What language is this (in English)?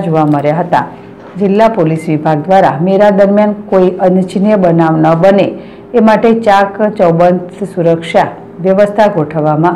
Gujarati